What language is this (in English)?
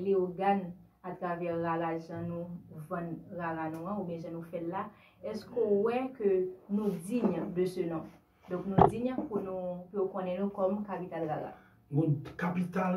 Haitian Creole